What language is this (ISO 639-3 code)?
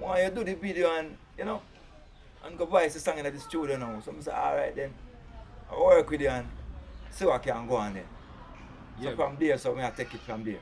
jam